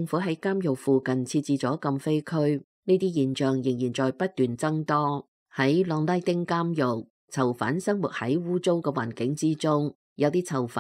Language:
Cantonese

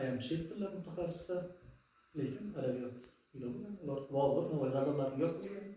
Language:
Uzbek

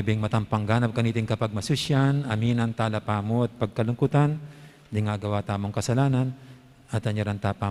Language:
Pampanga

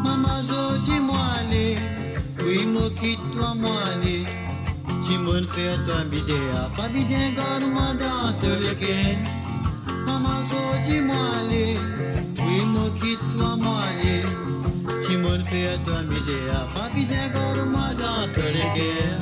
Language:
Morisyen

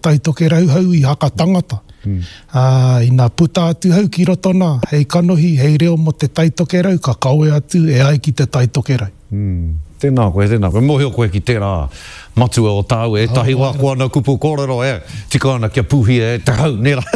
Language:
Māori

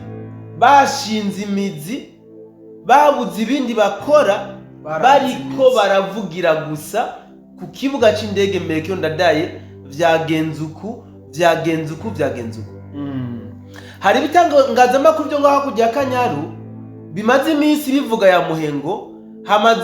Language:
Rundi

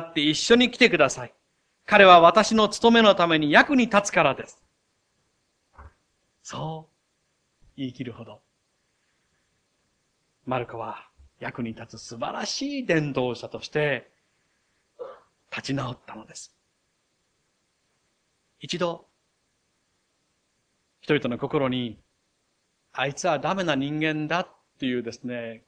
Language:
Japanese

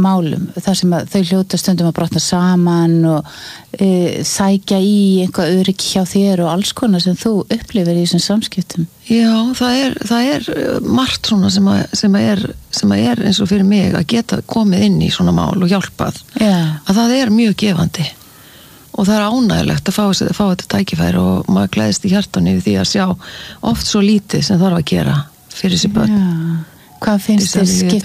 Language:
Icelandic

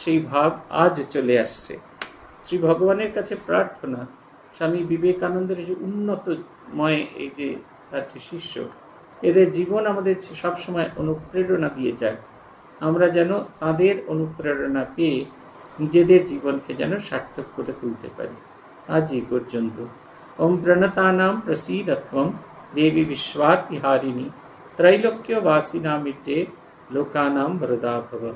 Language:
Bangla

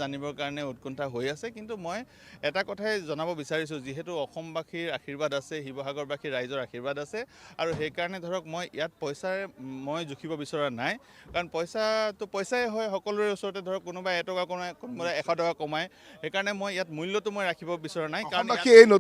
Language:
Assamese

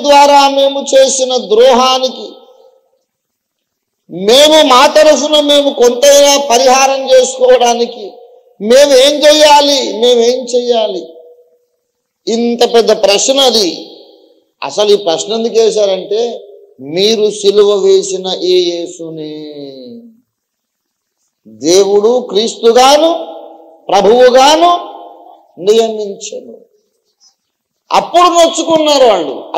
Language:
Telugu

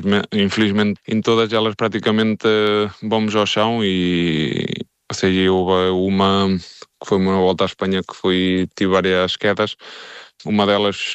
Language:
Portuguese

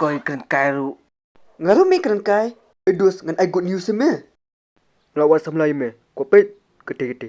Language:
Khasi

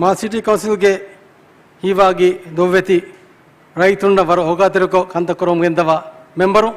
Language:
Divehi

